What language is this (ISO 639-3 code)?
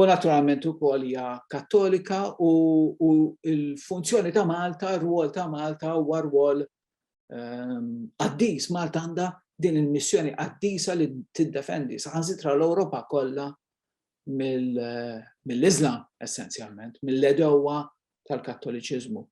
mlt